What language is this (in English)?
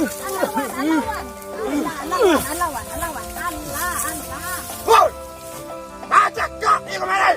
Minangkabau